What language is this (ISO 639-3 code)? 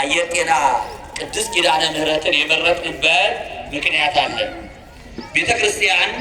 amh